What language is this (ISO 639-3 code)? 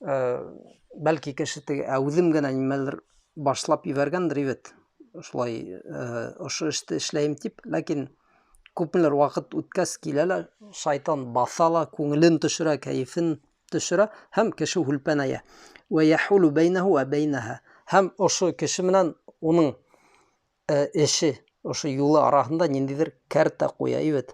bak